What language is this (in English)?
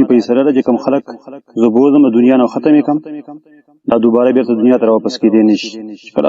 Pashto